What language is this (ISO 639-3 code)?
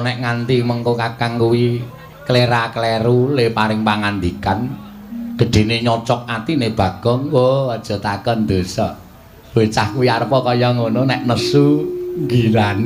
jav